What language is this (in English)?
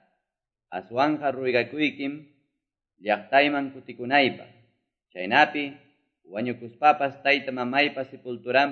Quechua